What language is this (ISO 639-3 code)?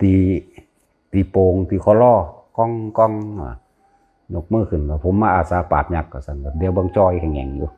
tts